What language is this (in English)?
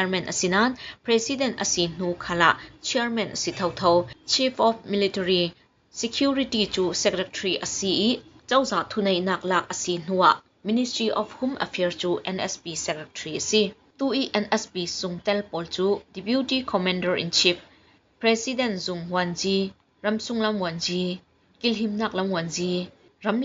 Falam Chin